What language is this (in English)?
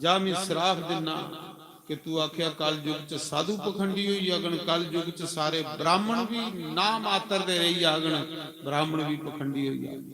Dogri